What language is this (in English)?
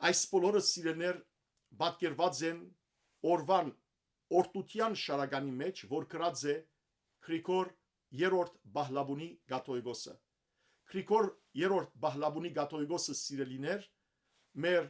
Western Armenian